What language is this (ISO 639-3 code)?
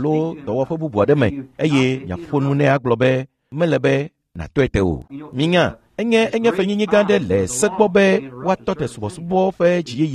ewe